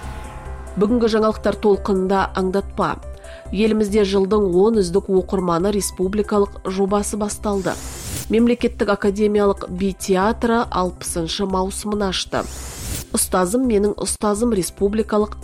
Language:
Kazakh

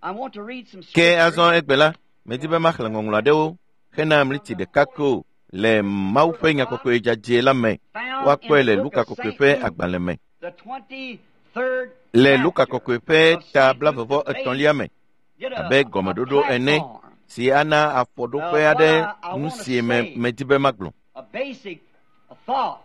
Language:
Ewe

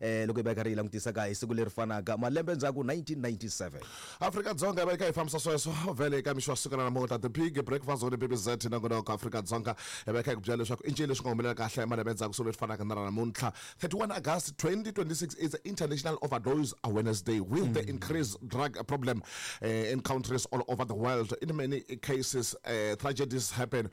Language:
Tsonga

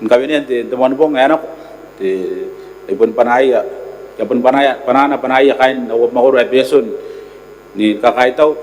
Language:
Gilbertese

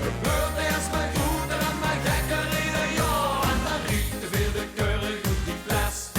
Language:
Limburgish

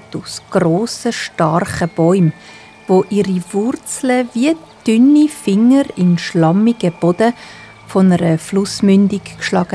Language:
Swiss German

